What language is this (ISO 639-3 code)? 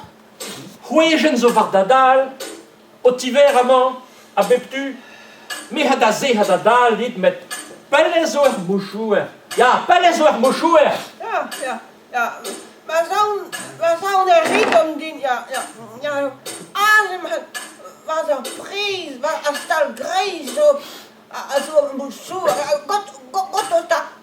bre